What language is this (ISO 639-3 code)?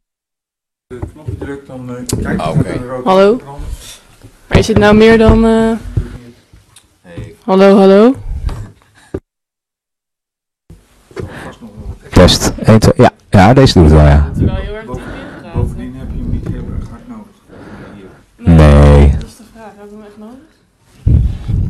nld